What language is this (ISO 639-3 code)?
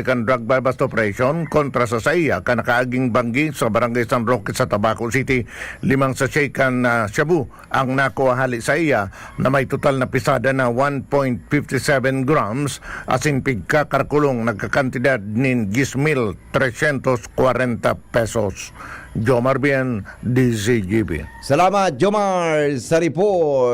bik